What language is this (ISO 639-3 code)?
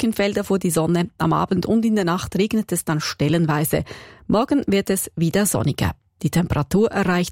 deu